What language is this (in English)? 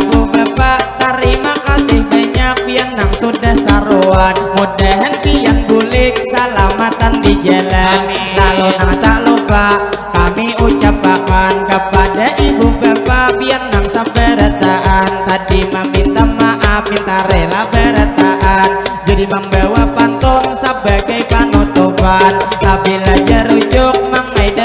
Banjar